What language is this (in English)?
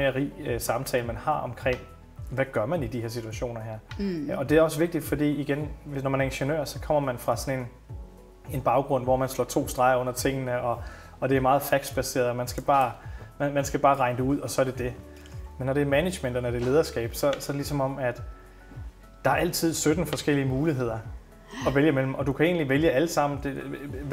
Danish